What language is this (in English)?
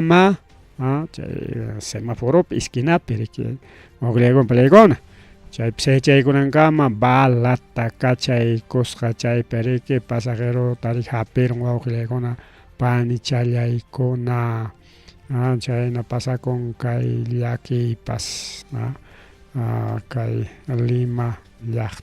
Ayacucho Quechua